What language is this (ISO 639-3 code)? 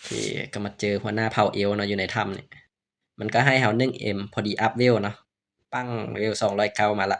lao